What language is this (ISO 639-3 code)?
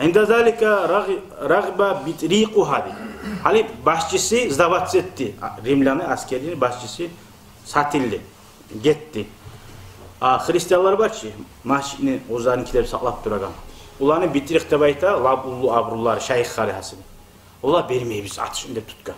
kum